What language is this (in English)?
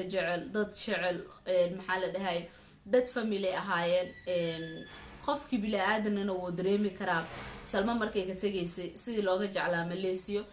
Somali